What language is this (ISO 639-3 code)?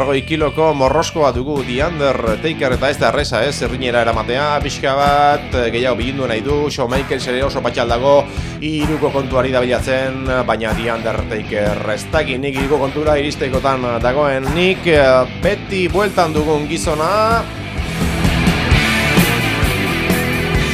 eus